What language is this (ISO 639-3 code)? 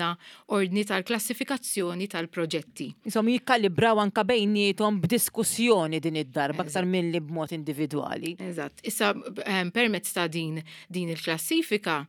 mlt